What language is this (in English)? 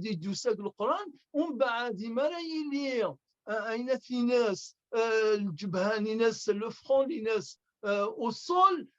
Kabyle